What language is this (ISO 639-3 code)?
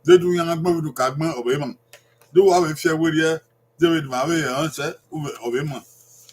bin